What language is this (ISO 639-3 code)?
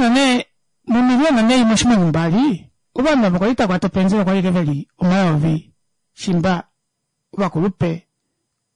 kua